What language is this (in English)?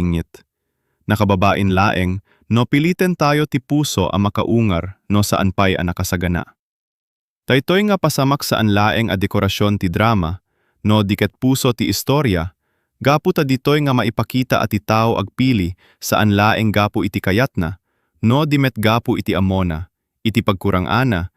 Iloko